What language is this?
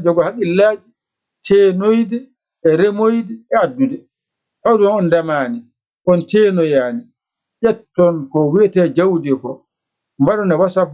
Fula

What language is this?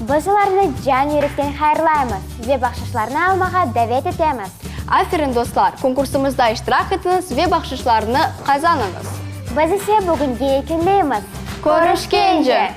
Crimean Tatar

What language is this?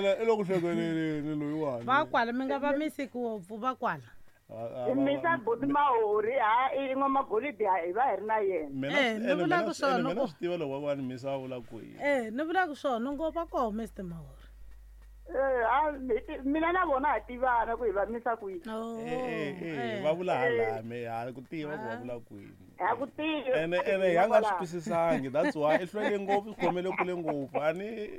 Tsonga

